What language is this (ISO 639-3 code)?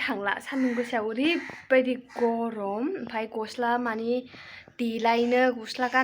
brx